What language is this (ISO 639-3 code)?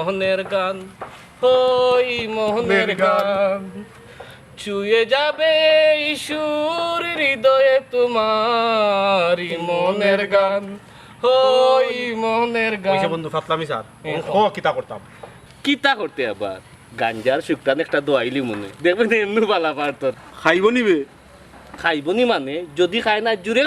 syl